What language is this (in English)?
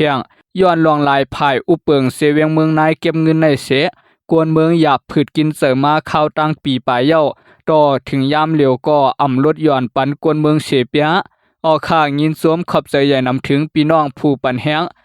Shan